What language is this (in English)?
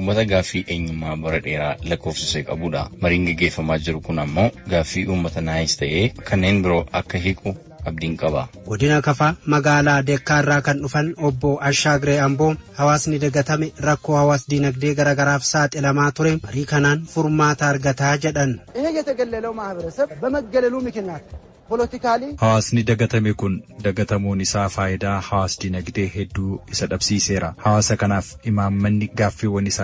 Oromo